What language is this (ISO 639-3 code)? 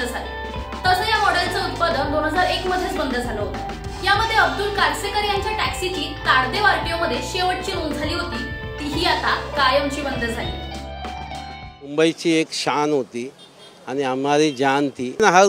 mar